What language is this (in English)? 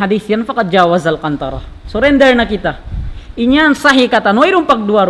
Tausug